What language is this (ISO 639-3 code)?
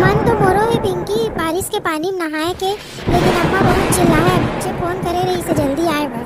hne